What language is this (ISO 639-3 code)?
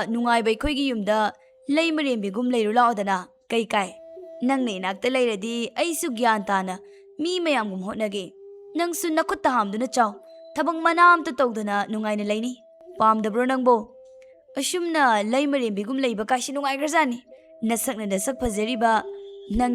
mni